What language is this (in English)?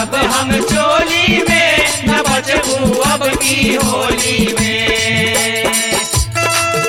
Bhojpuri